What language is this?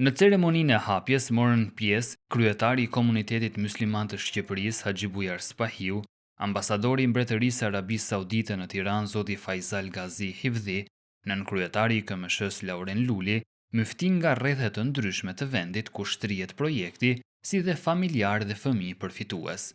Albanian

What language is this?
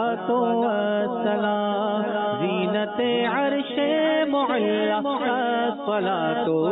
Urdu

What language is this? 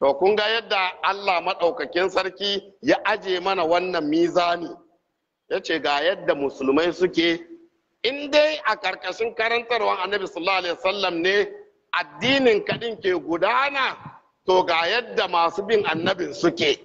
Hausa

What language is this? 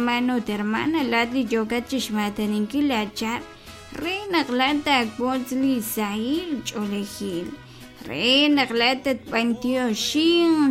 Kekchí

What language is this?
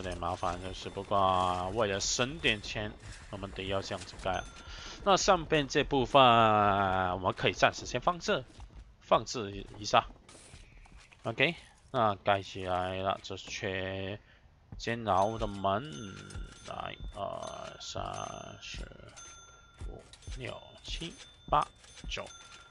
Chinese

